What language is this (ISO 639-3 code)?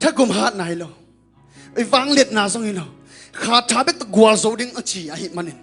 ctd